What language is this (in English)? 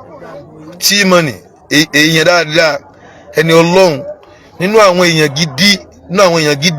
Yoruba